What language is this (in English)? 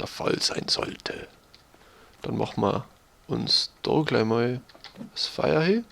Bavarian